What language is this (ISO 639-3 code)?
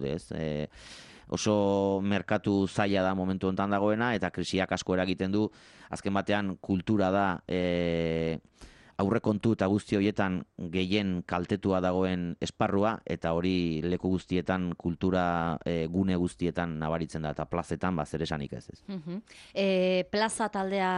eus